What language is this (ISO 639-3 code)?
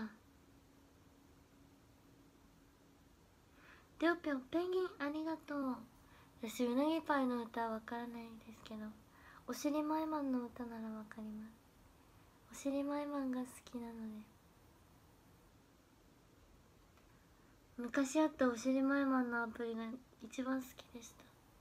jpn